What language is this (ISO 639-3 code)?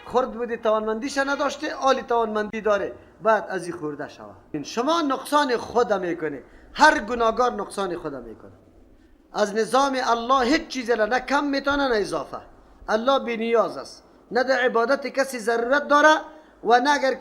fas